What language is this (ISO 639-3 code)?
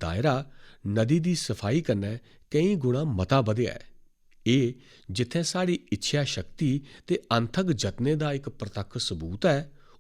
doi